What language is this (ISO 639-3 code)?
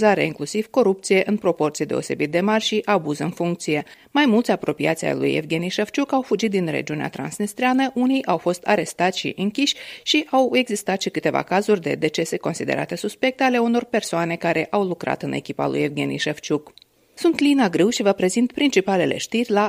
ron